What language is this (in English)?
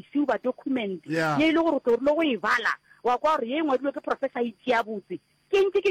Northern Sotho